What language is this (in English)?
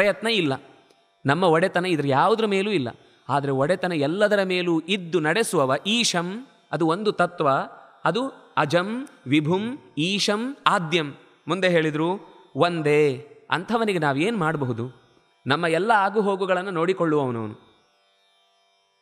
Kannada